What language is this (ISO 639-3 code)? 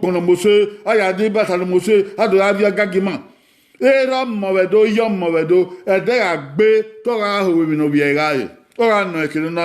bin